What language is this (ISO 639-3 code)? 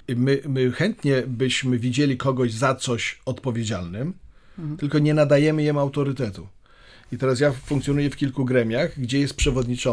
pol